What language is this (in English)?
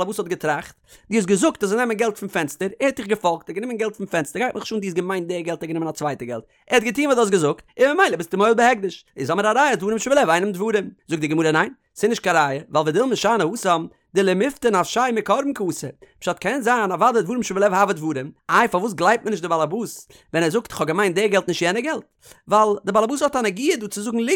Yiddish